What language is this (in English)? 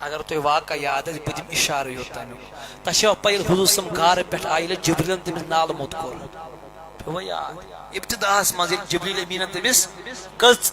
Kashmiri